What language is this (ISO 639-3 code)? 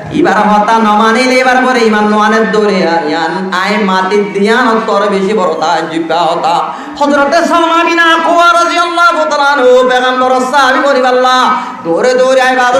rhg